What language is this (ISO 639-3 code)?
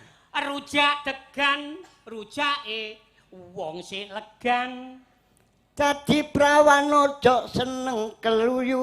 jav